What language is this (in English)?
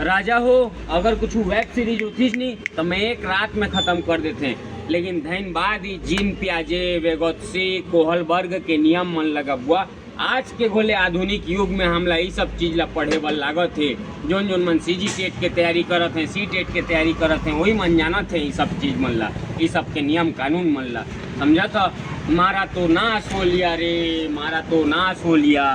Chhattisgarhi